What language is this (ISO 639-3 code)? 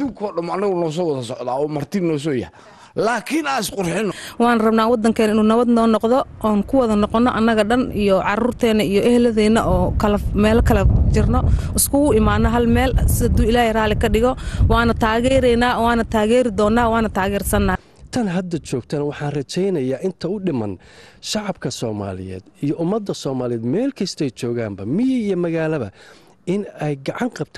som